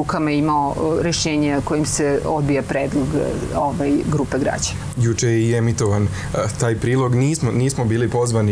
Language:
Serbian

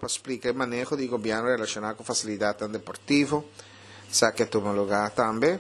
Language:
Papiamento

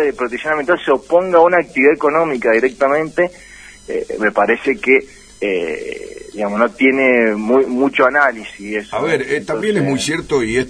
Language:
Spanish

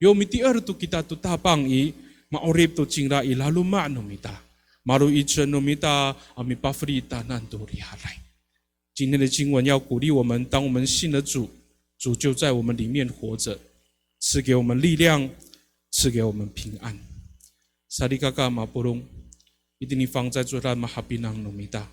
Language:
Amis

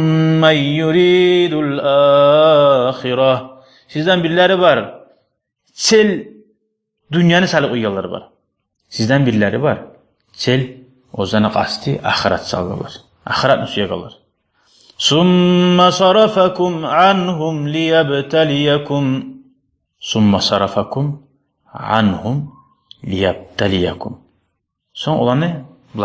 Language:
Kumyk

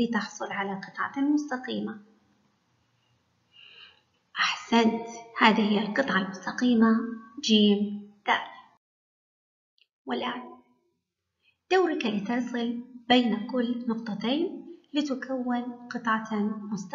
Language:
Arabic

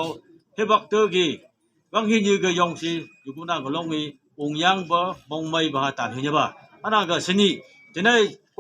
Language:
Phom Naga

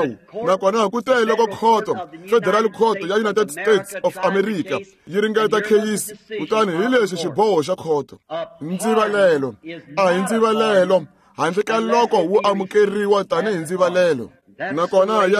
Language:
Tsonga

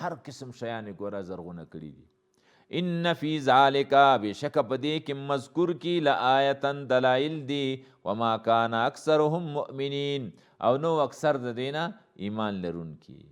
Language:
Pashto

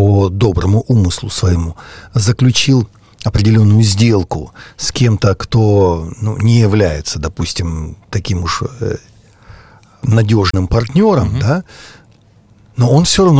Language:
Russian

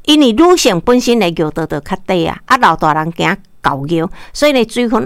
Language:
Min Nan Chinese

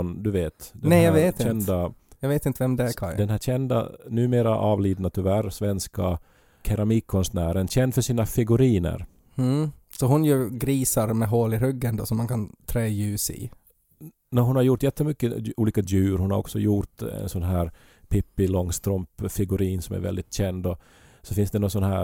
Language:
Swedish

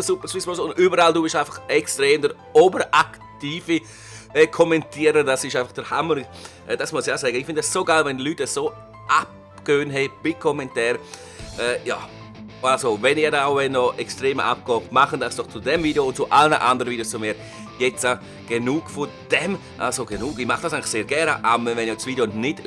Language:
Swiss German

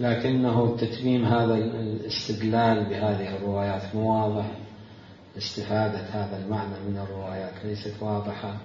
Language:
Mesopotamian Arabic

